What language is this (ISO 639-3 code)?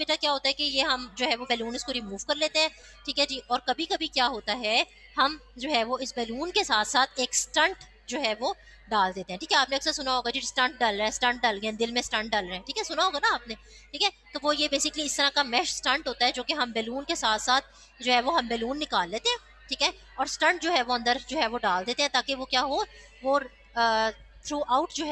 hin